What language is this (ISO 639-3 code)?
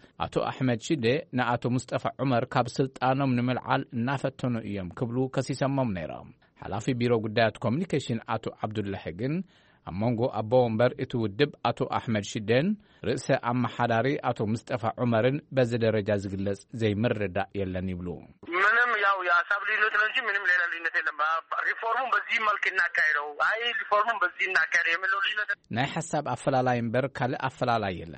tir